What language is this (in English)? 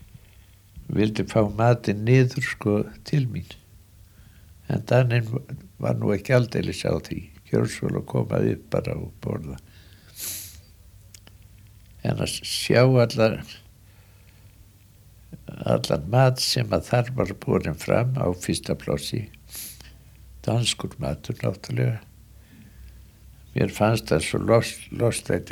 Icelandic